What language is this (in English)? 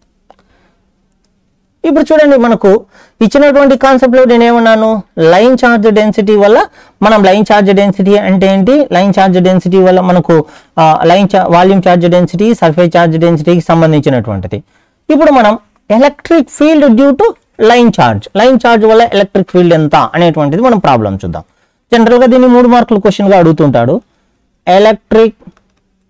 Telugu